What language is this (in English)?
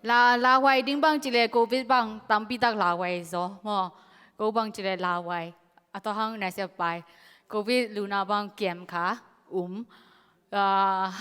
Tedim Chin